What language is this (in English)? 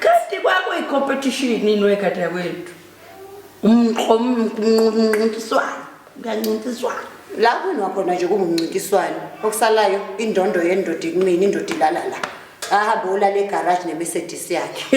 Zulu